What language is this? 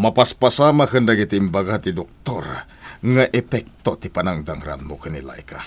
Iloko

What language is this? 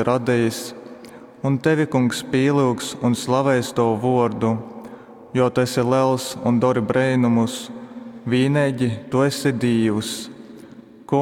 Latgalian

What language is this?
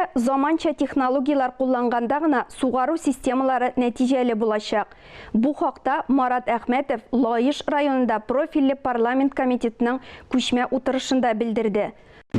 Tatar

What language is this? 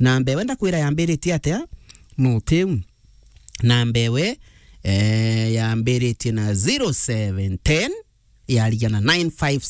Meru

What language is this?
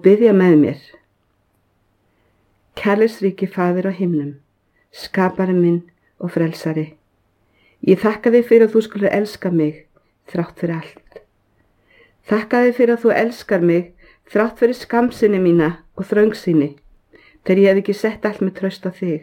Icelandic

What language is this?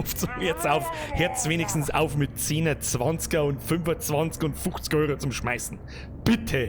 Bavarian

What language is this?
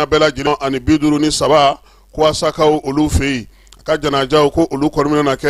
Bambara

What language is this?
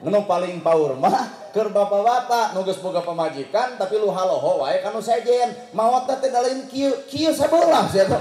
Sundanese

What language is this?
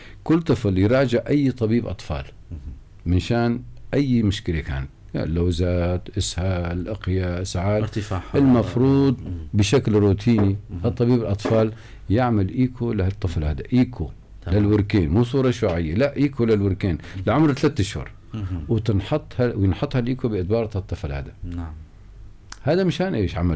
North Levantine Arabic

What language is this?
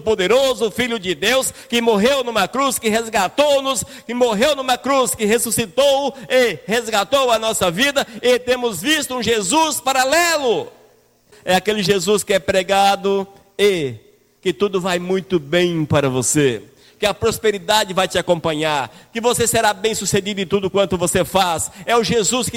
Portuguese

